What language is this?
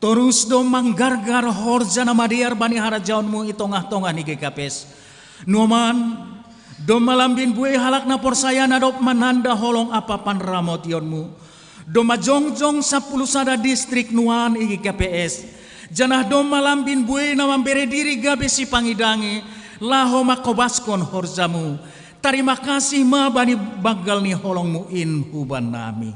Batak Simalungun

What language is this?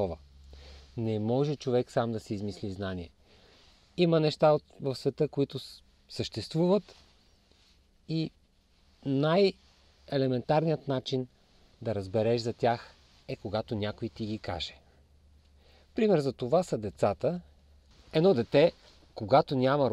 Bulgarian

